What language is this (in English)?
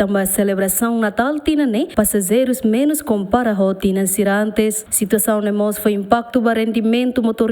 Tetum